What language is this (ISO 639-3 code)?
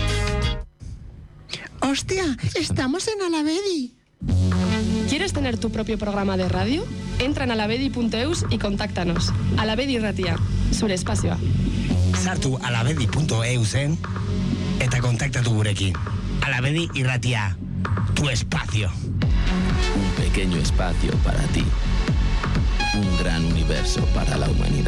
eus